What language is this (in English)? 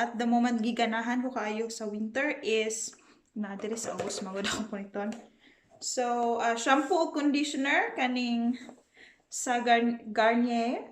Cebuano